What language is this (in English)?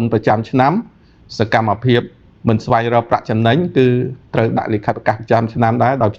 Khmer